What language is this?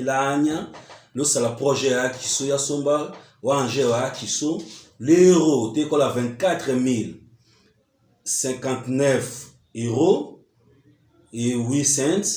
Tetela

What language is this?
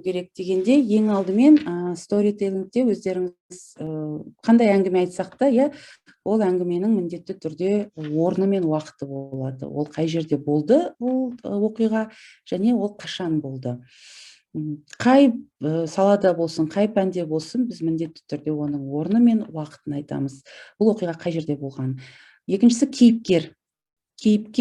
Kazakh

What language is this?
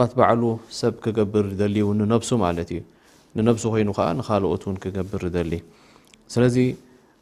Tigrinya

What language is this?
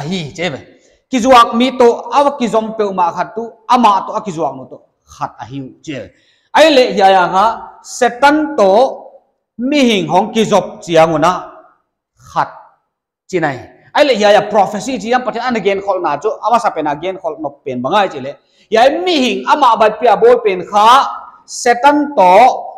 Paite Chin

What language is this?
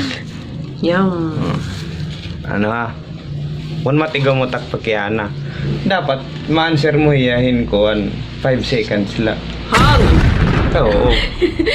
Waray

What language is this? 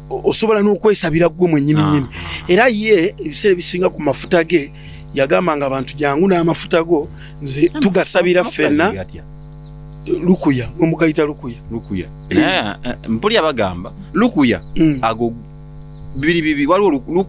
Ganda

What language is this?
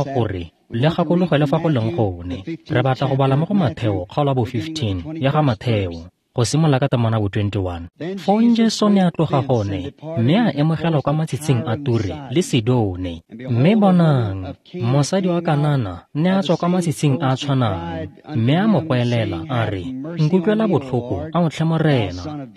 Tswana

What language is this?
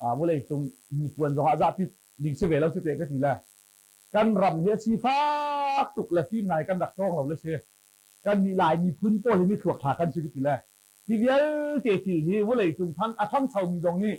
Hakha Chin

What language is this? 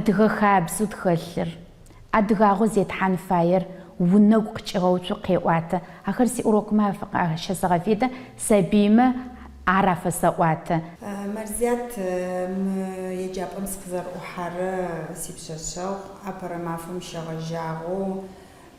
Adyghe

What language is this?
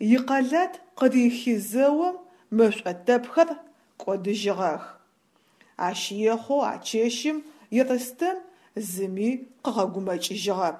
Adyghe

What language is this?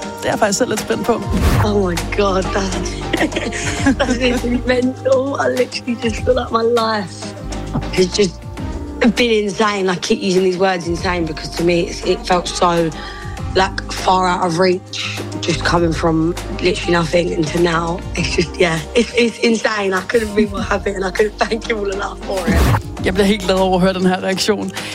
Danish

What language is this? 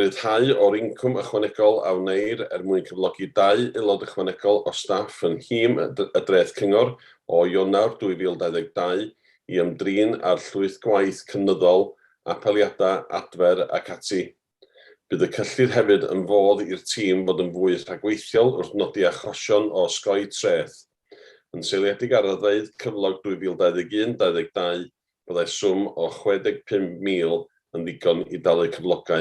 Welsh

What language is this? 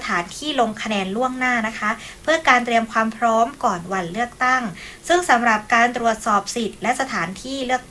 Thai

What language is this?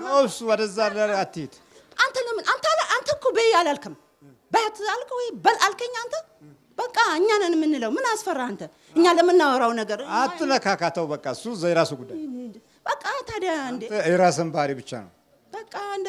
Amharic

